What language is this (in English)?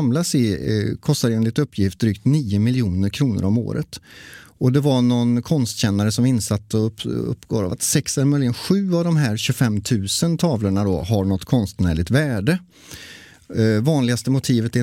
Swedish